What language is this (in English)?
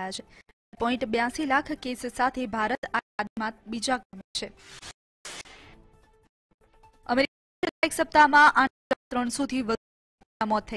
Gujarati